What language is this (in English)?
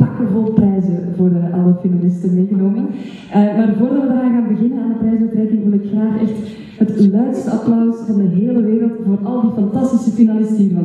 Dutch